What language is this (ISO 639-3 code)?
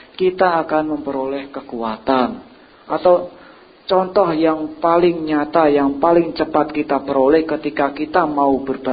ind